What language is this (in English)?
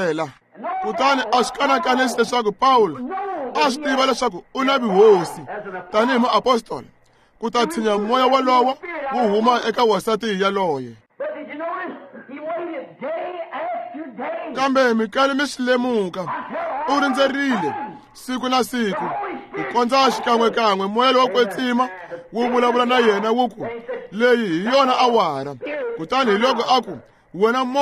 Tsonga